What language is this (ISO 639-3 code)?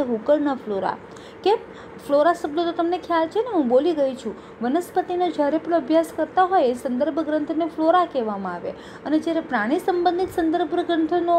guj